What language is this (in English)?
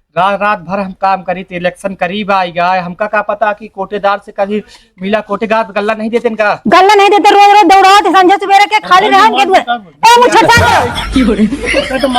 Awadhi